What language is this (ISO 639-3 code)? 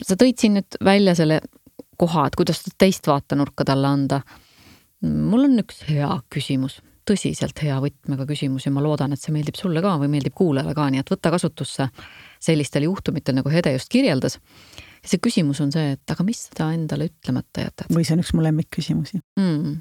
est